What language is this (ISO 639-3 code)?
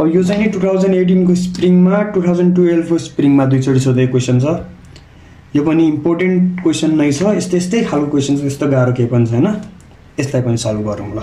nep